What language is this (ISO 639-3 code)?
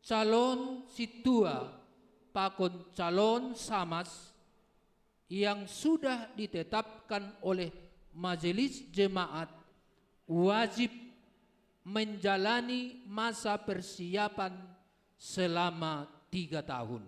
bts